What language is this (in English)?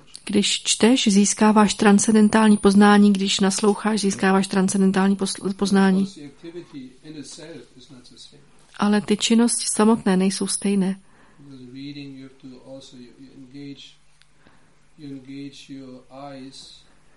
Czech